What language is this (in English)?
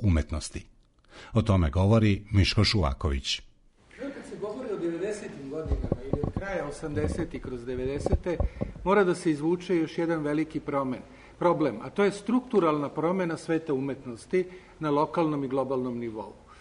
Serbian